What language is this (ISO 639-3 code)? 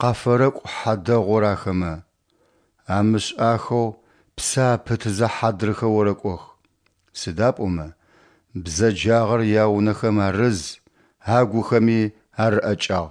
ady